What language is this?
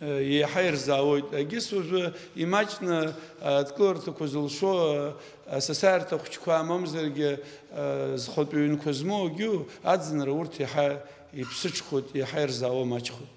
Abkhazian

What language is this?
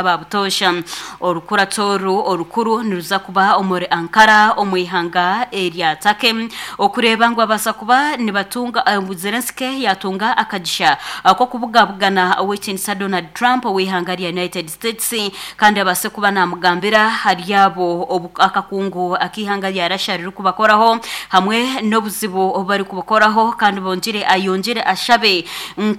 Nyankole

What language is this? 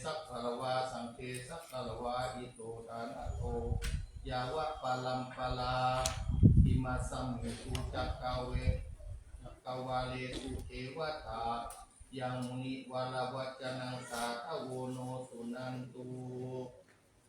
Pali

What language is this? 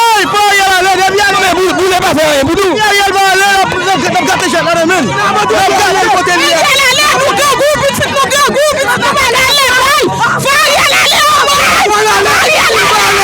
Haitian Creole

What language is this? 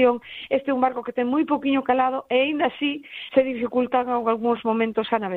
Galician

